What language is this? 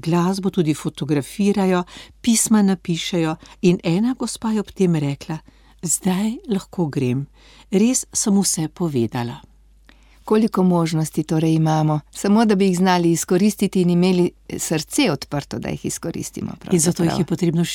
Slovenian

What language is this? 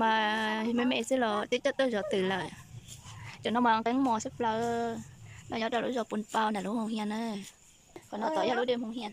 Hmong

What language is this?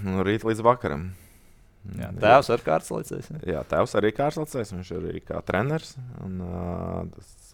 Latvian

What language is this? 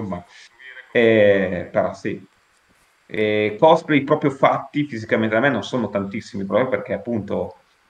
Italian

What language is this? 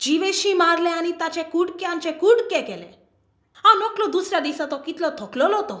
Konkani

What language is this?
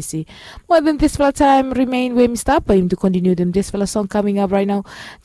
Bislama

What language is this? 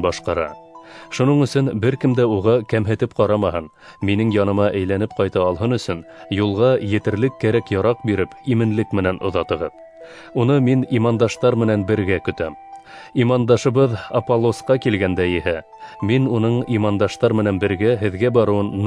Bashkir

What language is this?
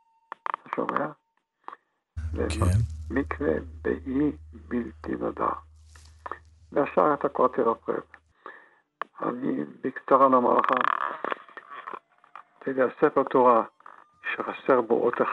Hebrew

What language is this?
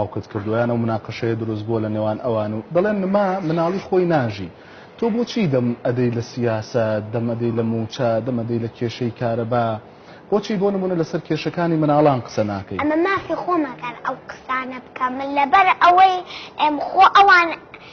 Central Kurdish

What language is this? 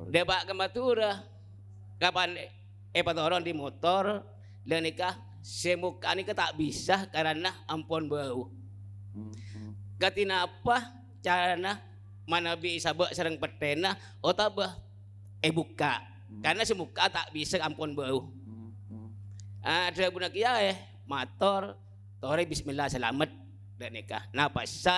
Madurese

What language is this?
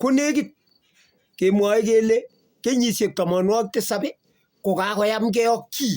Kalenjin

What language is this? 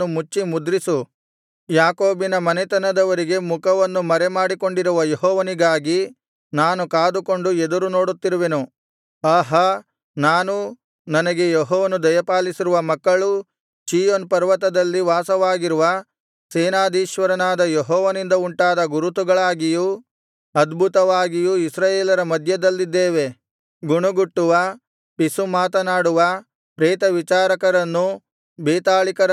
Kannada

